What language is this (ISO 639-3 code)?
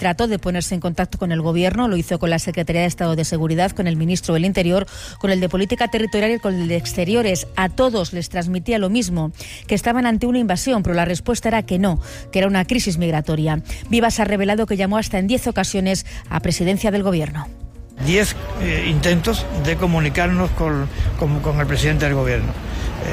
spa